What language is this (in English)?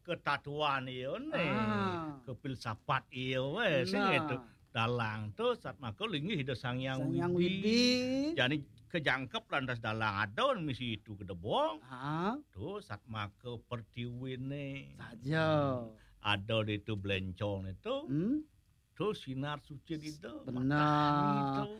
Balinese